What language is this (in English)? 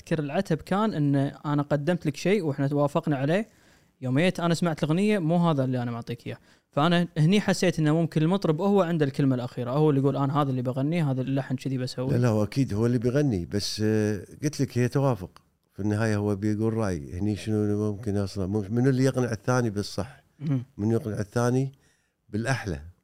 Gulf Arabic